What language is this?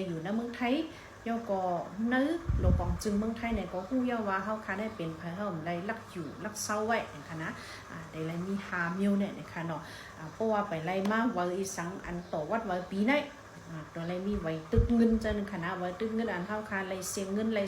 Shan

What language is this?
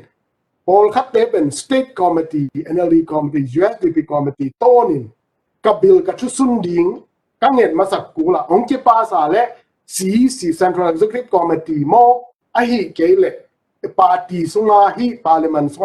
Tedim Chin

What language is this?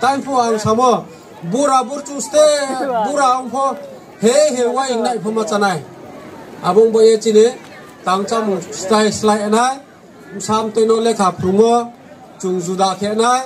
Riang (India)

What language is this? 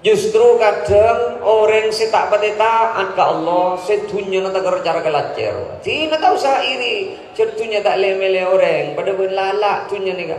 Madurese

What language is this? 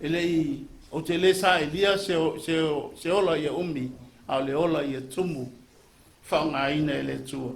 Samoan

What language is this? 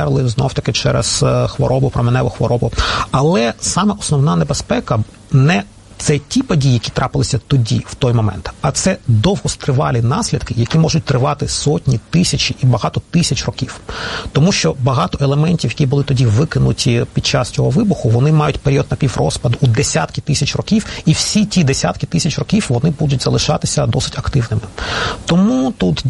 Ukrainian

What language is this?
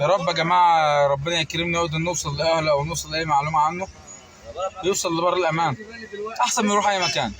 Egyptian Arabic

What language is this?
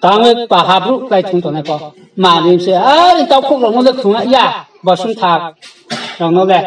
Riang (India)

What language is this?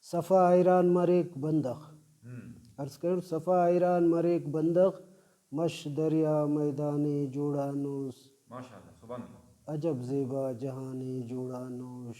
Brahui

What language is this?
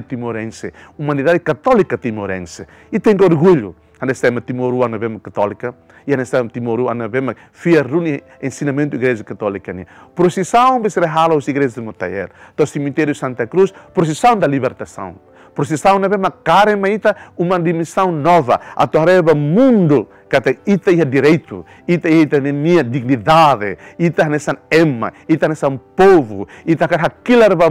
Tetum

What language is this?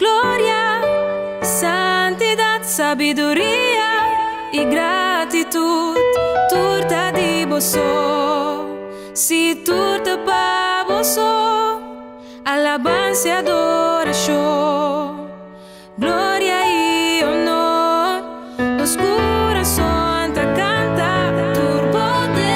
Papiamento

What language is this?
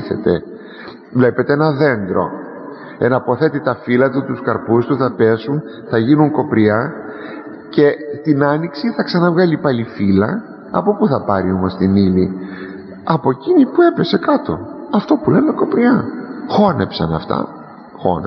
Greek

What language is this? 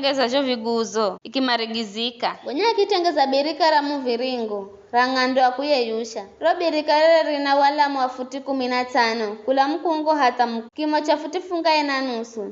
Giryama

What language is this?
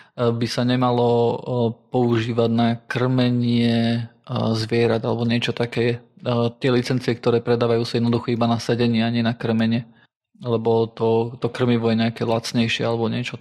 Slovak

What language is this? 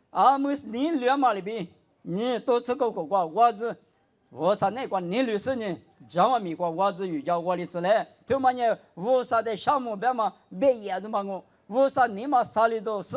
Lisu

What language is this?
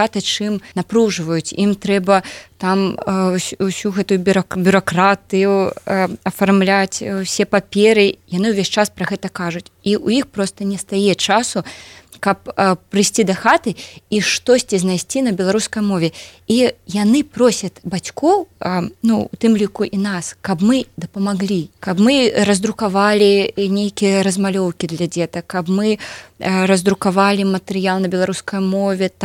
Belarusian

